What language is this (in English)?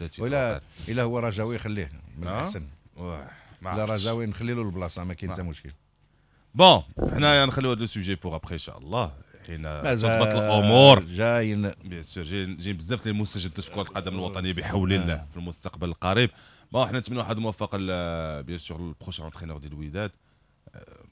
Moroccan Arabic